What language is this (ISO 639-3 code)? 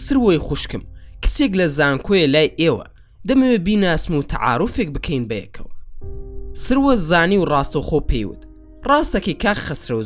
ckb